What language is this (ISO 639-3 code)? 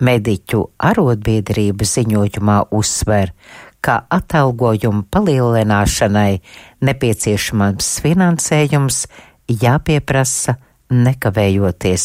lav